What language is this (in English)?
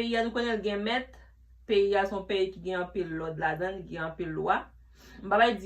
Haitian Creole